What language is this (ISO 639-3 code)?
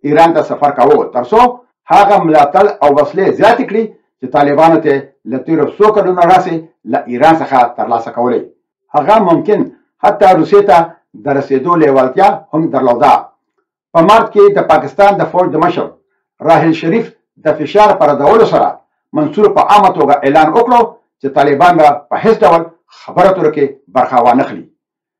pus